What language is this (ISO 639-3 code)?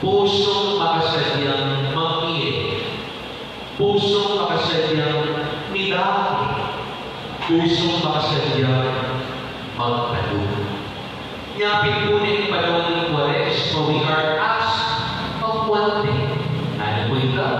pam